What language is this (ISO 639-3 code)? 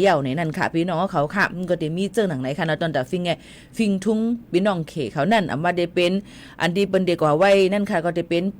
shn